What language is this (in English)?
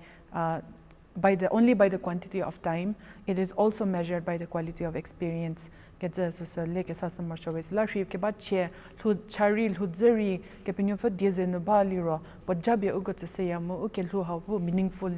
Angami Naga